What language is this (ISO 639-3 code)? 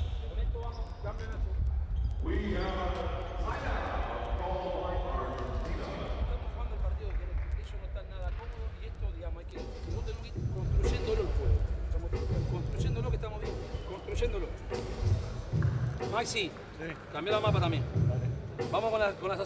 spa